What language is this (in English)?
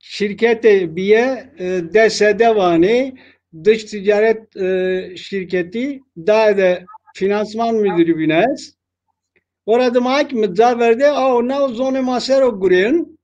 Zaza